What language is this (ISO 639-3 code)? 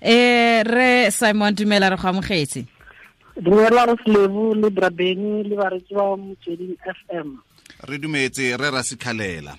tsn